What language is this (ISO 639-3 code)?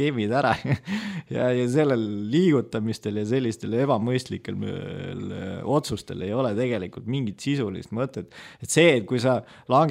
est